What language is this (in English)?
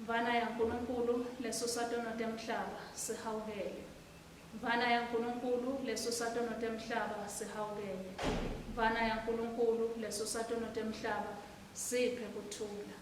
Swati